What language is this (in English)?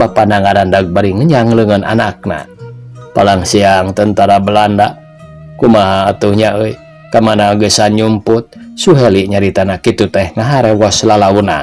Sundanese